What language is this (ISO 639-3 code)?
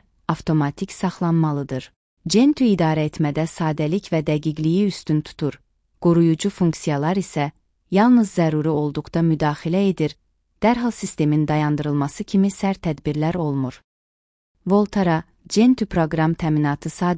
aze